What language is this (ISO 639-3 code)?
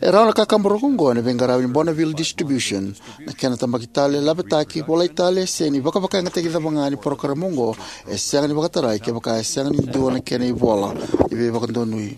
fij